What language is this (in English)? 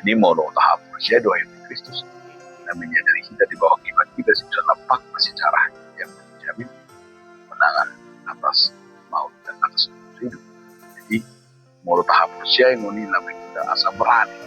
Batak Toba